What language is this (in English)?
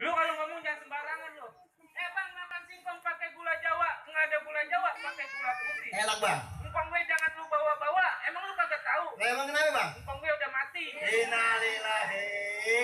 Betawi